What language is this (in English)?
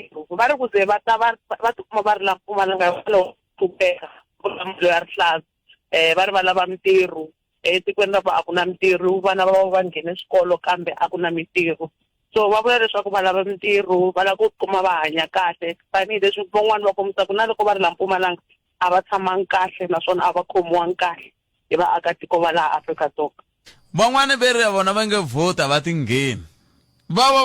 Tsonga